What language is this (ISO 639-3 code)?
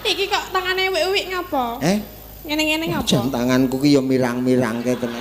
jav